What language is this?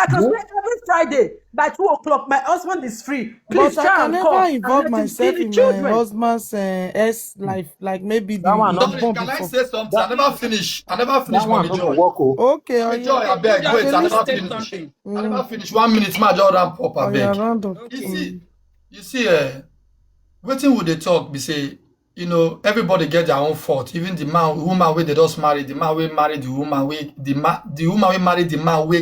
Nigerian Pidgin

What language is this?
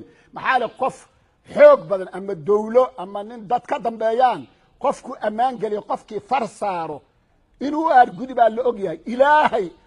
Somali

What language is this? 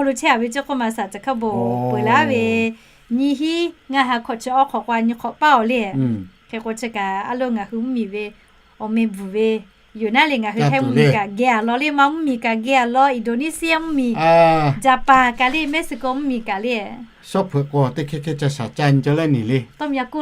Lahu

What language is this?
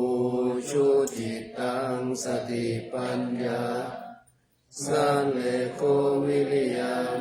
Pali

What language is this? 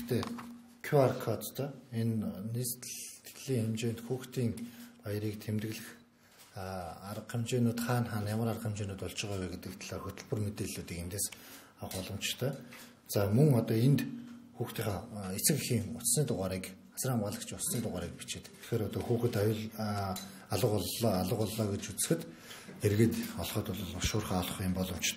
Mongolian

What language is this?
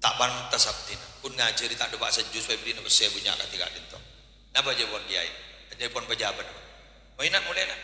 Madurese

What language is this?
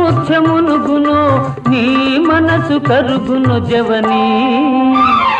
Telugu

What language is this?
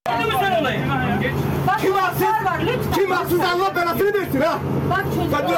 Turkish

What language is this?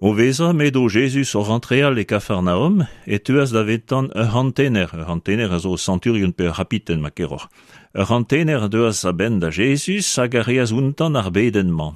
Breton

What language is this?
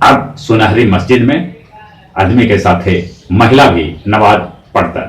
Magahi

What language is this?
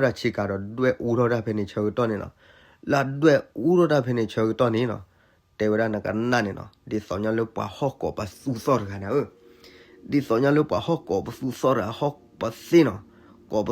S'gaw Karen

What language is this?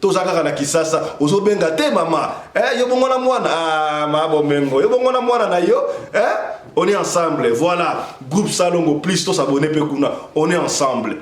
Lingala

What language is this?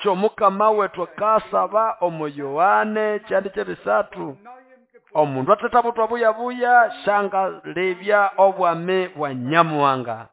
Nande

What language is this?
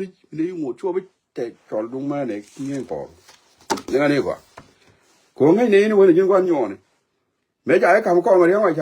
Nuer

